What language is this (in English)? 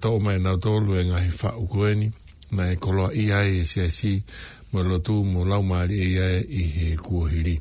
Tongan